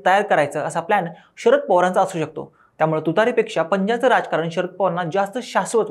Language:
Marathi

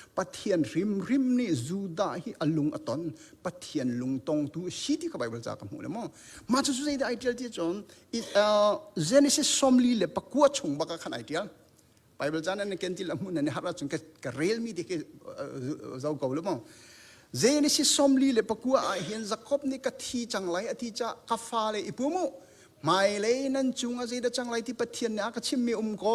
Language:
Hakha Chin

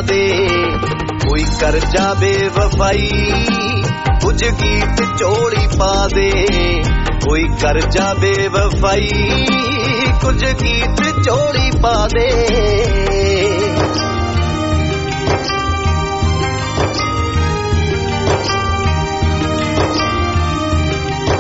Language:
Punjabi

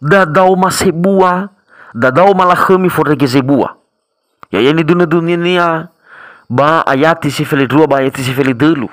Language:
Nias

